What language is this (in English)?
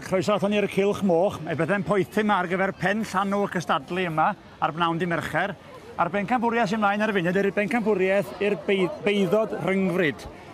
Welsh